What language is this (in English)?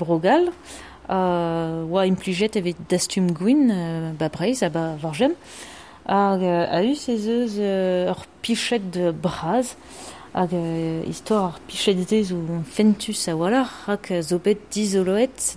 Breton